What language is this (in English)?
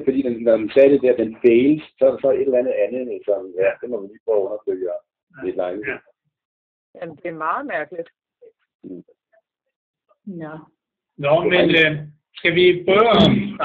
Danish